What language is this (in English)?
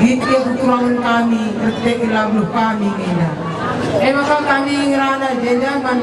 Batak Karo